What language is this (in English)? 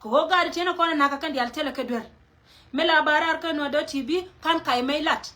Nuer